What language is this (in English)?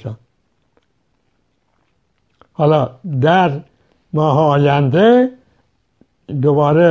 Persian